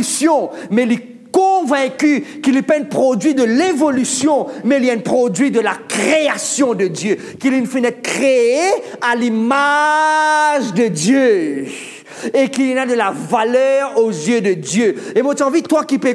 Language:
Morisyen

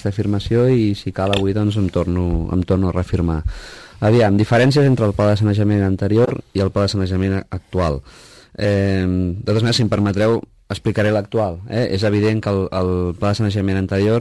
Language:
Catalan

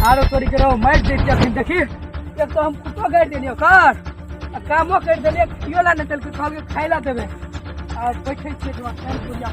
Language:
Maithili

